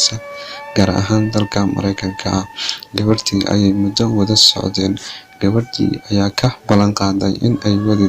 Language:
Somali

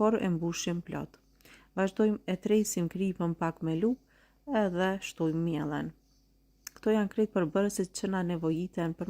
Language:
Albanian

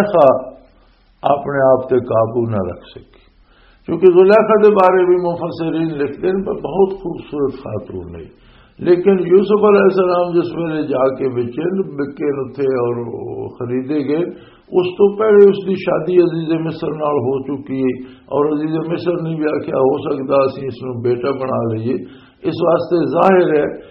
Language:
Western Panjabi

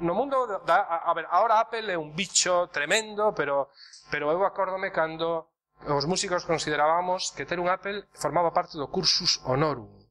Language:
Galician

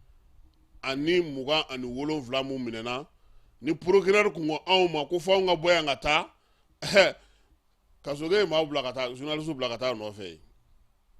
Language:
Bambara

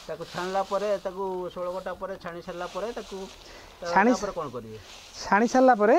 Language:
Odia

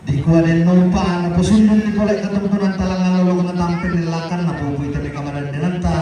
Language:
Toraja-Sa'dan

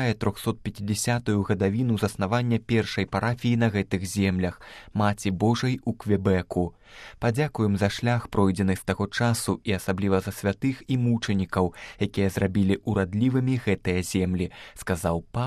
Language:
Belarusian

